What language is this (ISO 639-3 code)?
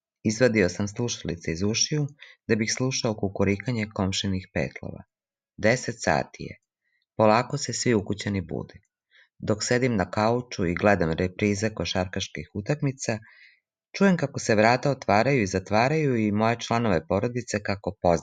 srp